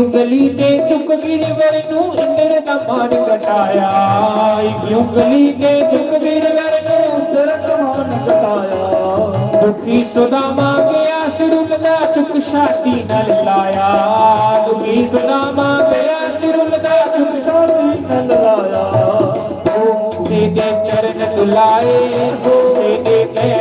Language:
Dogri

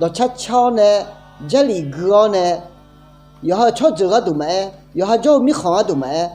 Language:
Akha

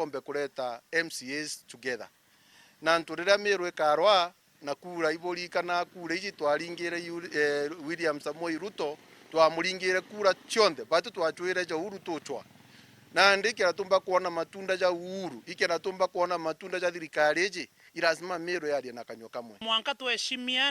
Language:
Meru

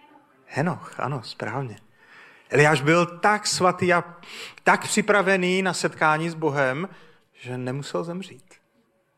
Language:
Czech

